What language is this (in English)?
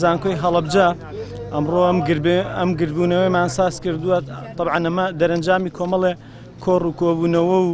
Central Kurdish